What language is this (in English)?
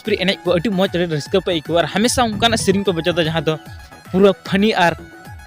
Santali